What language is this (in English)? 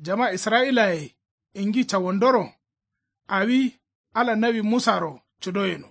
Kanuri